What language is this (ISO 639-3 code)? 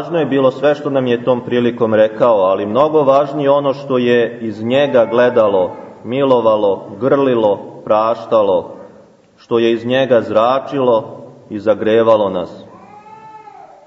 srp